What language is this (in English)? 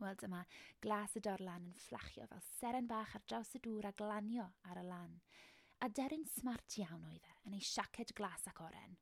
Welsh